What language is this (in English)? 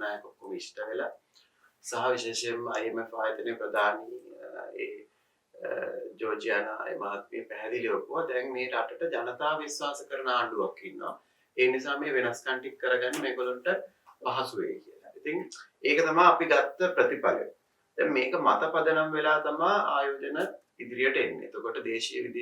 Sinhala